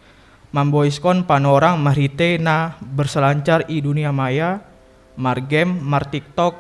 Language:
Batak Simalungun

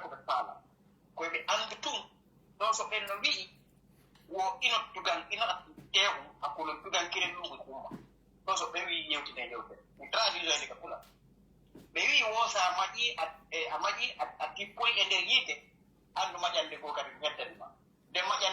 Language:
Pular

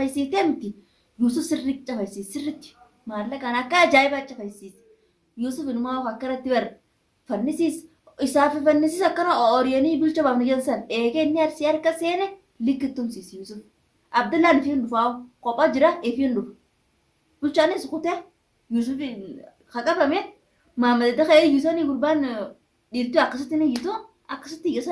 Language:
Oromo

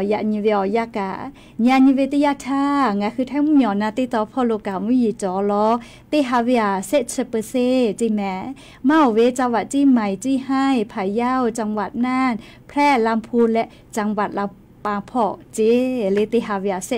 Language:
Lahu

